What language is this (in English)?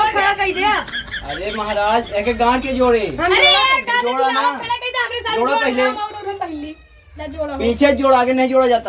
Awadhi